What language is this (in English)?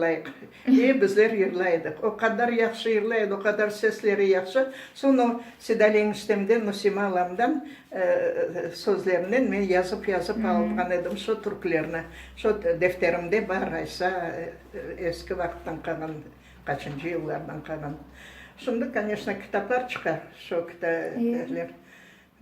Crimean Tatar